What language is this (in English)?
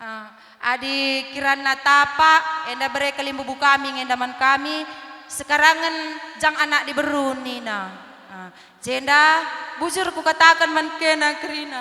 Batak Karo